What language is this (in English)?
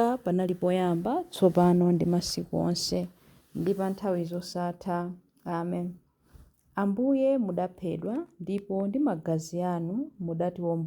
Nyanja